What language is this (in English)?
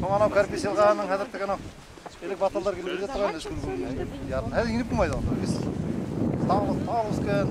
Bashkir